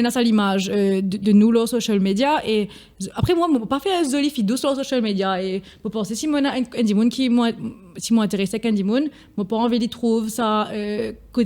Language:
Morisyen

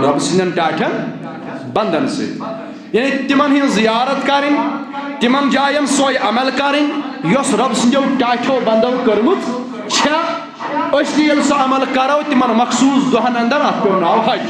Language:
Kashmiri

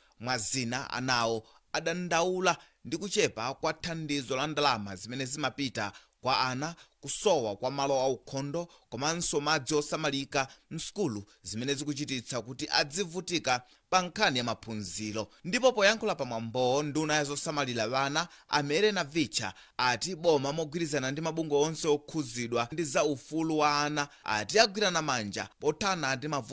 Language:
Nyanja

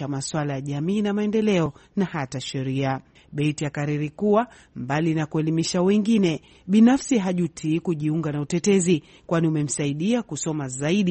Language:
Swahili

